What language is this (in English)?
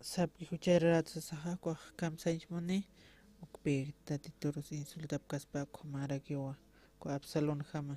Aymara